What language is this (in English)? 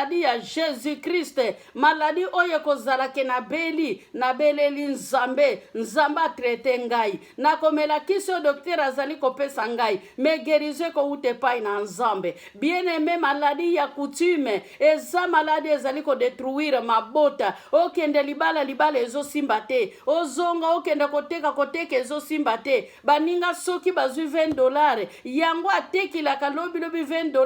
Lingala